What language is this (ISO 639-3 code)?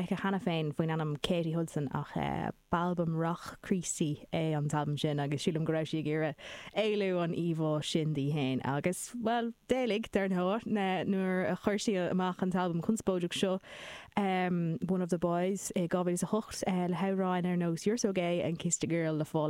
gle